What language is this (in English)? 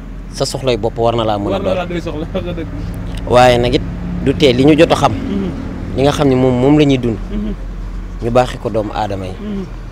Wolof